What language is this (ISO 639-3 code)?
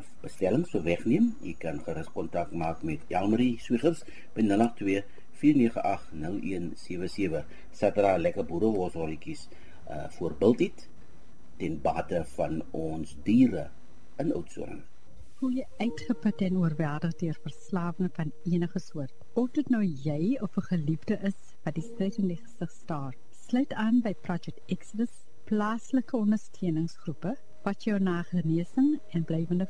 afr